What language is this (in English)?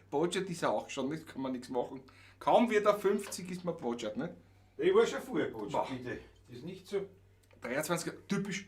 Bavarian